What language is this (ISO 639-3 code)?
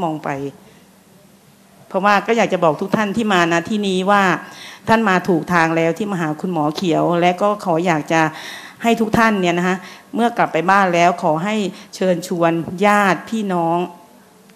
tha